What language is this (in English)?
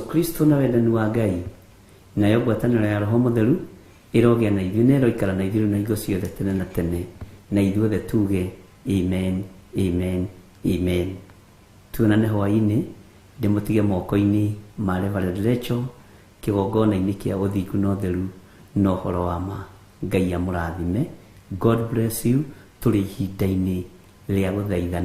Kikuyu